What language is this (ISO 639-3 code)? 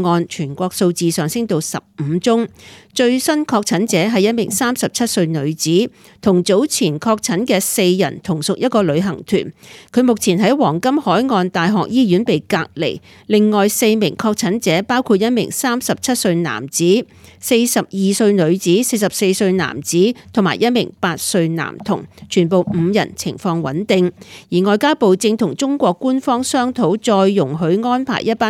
yue